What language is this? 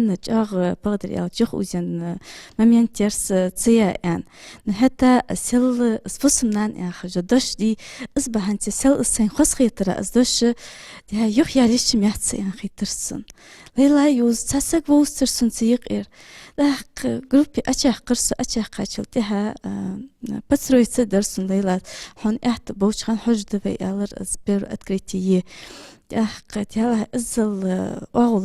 Ingush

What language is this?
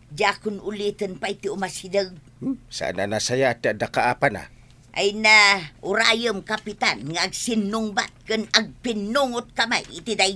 Iloko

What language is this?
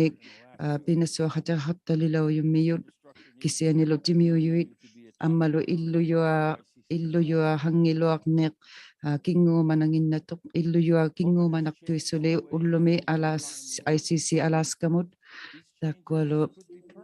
Inuktitut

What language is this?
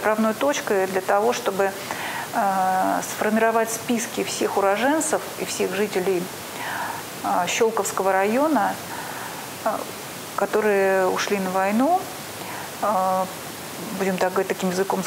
Russian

